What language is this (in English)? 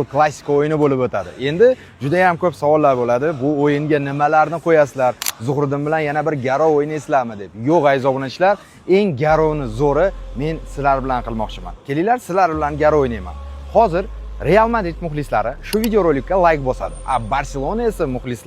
Uzbek